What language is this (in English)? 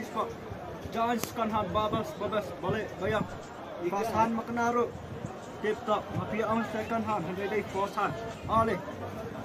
Khasi